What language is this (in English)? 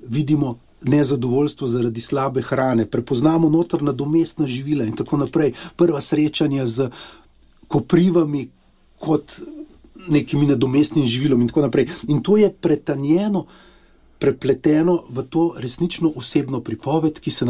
Slovenian